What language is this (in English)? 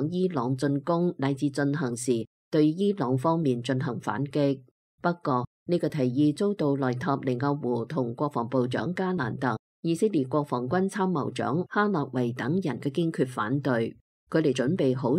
Cantonese